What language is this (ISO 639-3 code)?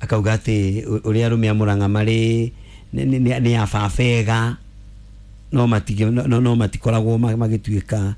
kik